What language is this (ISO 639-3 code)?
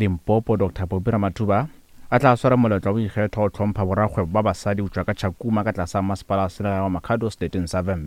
nso